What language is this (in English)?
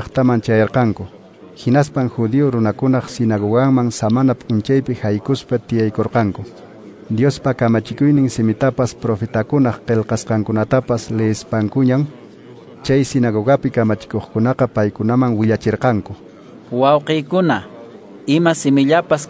Quechua